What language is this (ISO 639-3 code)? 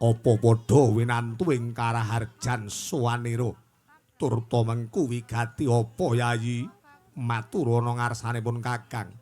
jav